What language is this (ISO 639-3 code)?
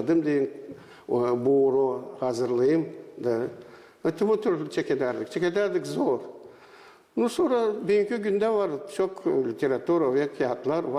gag